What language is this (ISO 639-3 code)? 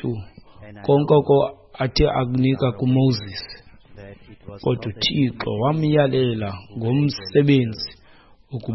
xho